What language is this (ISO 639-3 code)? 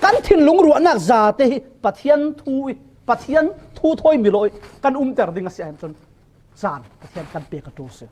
cfm